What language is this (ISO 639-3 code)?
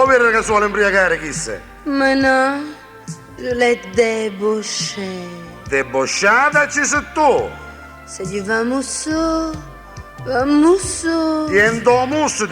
nap